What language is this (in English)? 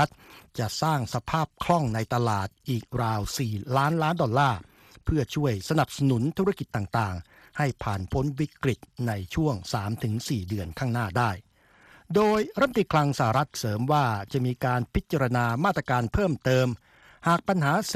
Thai